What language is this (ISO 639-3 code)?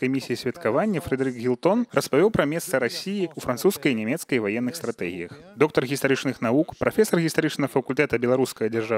bel